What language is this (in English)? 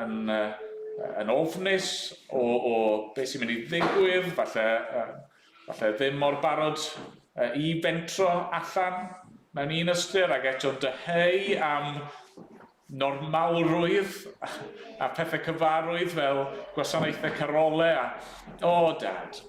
Welsh